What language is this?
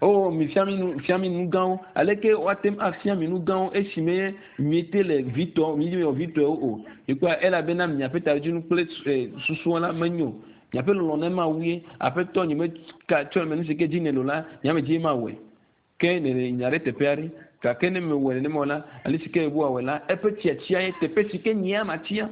Ewe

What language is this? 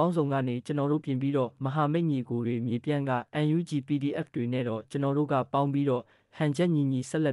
Burmese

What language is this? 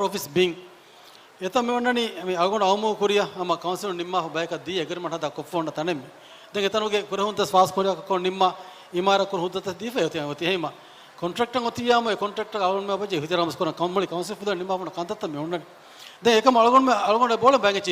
Divehi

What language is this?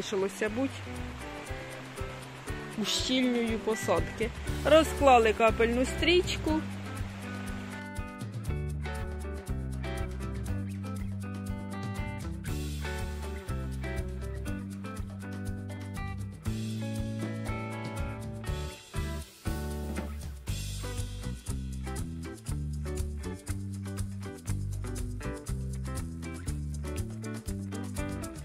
Ukrainian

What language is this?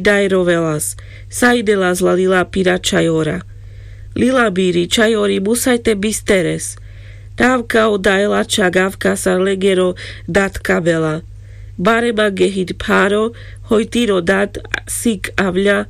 Carpathian Romani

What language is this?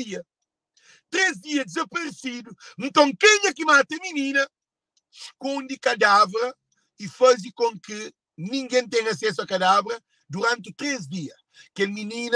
Kabuverdianu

